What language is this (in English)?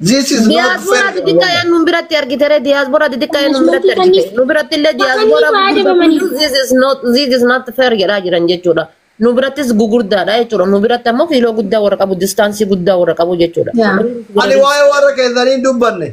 Oromo